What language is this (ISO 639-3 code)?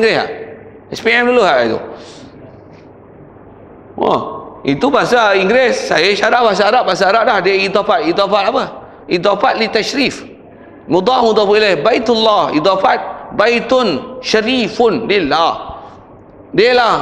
msa